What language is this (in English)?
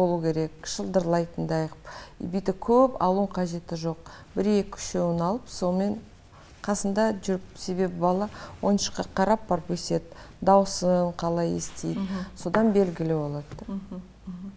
Kazakh